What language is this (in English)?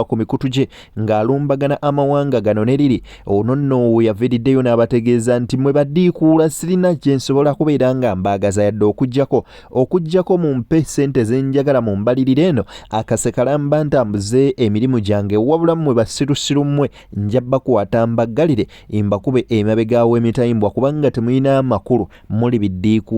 Ganda